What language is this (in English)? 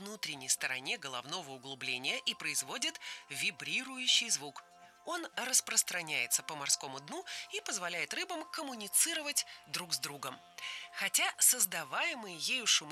Russian